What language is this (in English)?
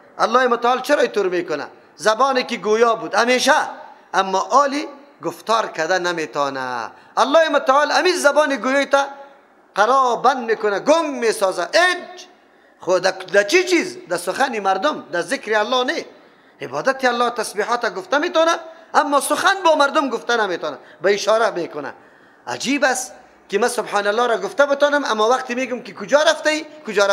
Persian